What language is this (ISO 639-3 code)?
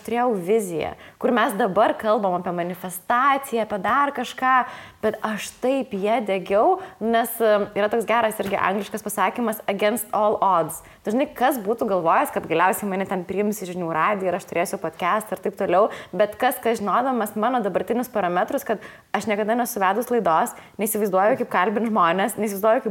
lit